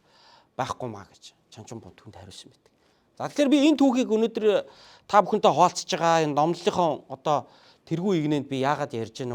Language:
Mongolian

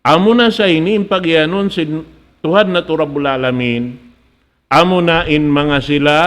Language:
Tausug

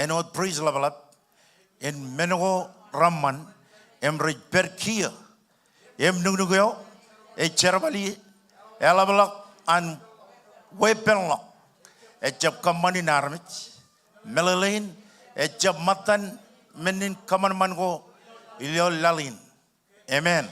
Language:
Marshallese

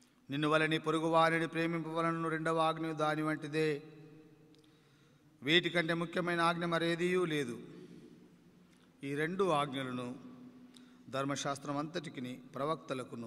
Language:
Telugu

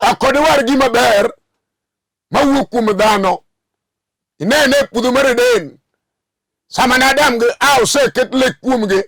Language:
Luo (Kenya and Tanzania)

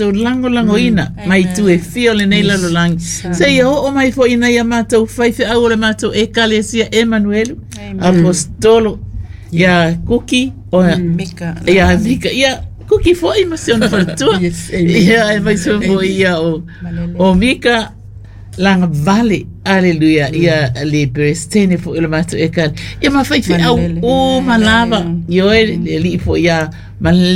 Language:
Samoan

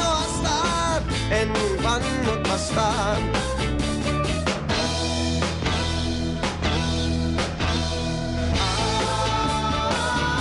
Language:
Finnish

